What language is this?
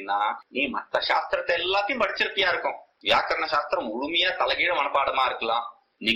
Tamil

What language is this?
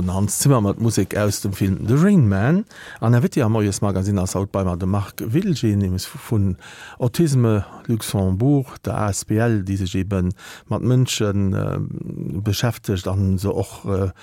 Luxembourgish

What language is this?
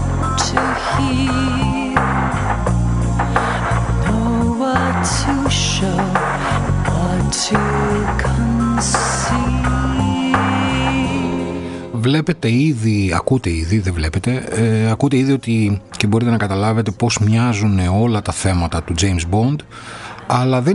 Greek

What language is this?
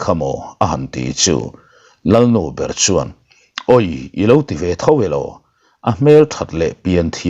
Mizo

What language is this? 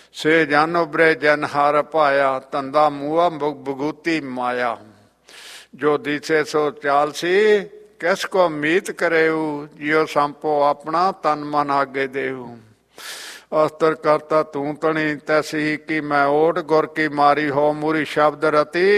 Punjabi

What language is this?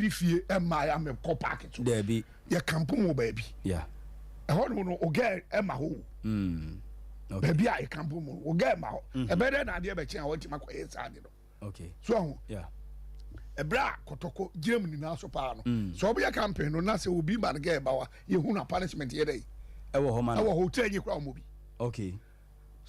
Akan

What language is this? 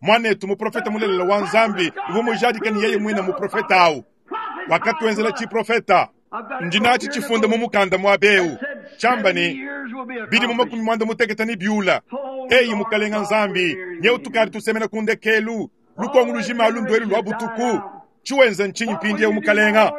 Luba-Lulua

